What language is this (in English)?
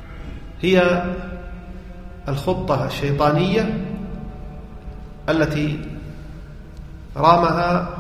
Arabic